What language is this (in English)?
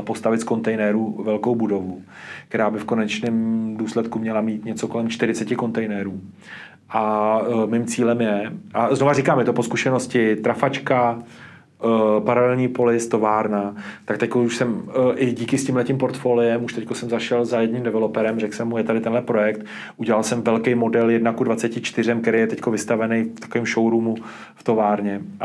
Czech